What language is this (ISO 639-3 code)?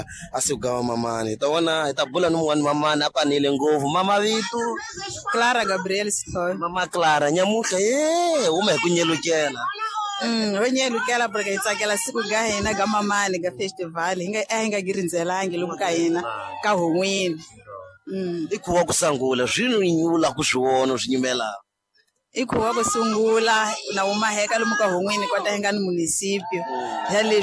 tso